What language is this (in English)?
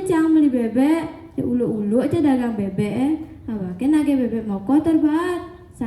Balinese